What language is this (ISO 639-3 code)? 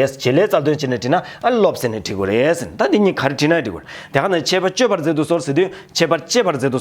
bod